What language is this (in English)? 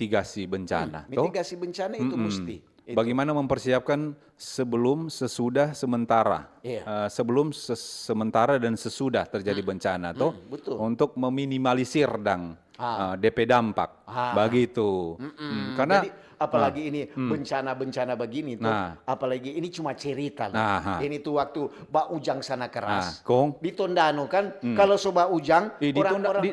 Manado Malay